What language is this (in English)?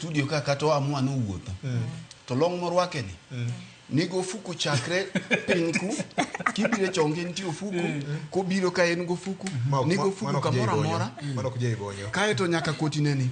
Luo (Kenya and Tanzania)